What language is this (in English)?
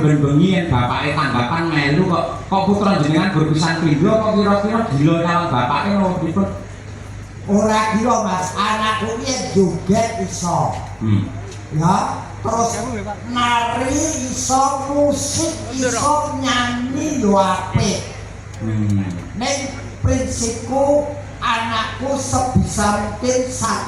Javanese